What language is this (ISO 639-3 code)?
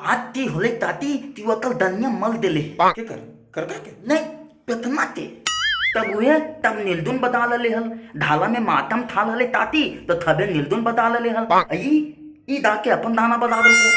mag